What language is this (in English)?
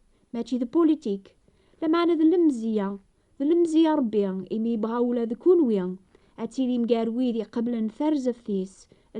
Kabyle